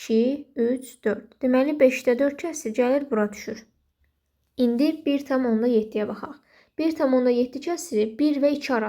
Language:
Azerbaijani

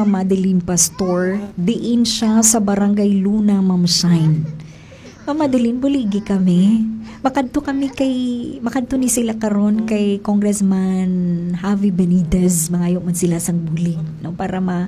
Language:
Hiligaynon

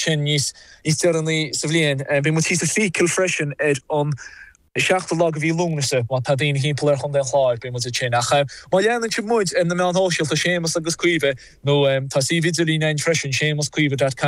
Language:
Irish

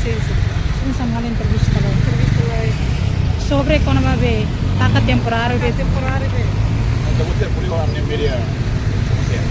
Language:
Tetum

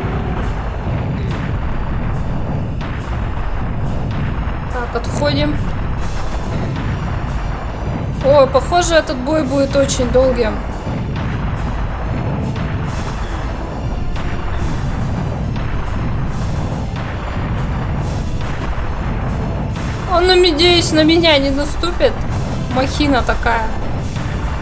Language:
Russian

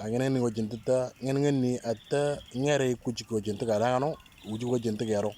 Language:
Moro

